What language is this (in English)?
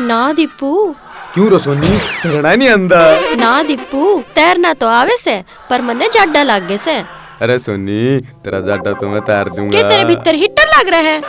Haryanvi